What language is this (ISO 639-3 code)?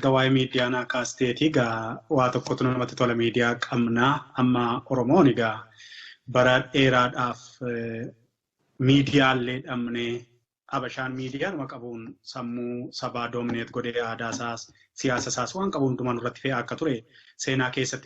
orm